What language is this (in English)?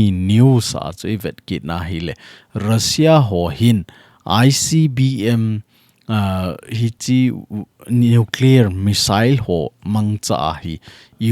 Thado Chin